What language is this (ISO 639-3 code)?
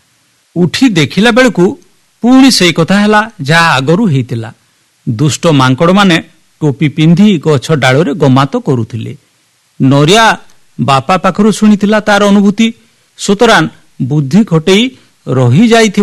ori